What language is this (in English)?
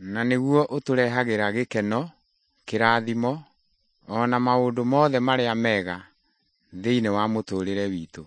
Kikuyu